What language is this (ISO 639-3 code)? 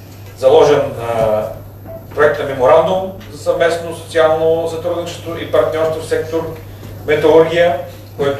bul